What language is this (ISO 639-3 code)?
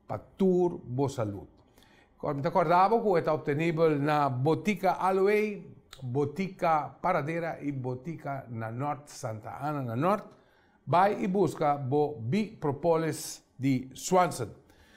pap